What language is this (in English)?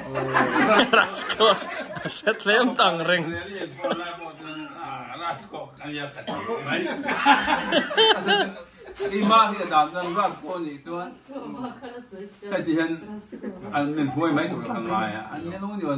Vietnamese